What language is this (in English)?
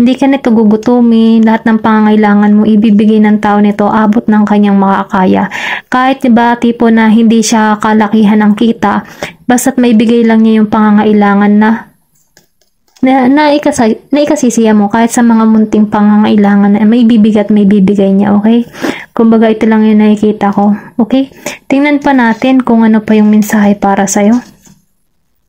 Filipino